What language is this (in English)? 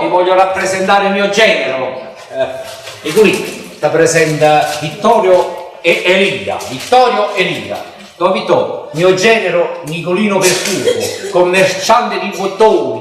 Neapolitan